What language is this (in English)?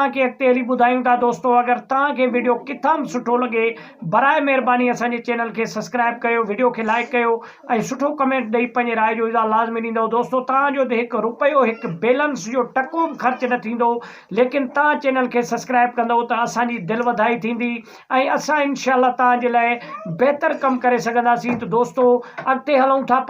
Sindhi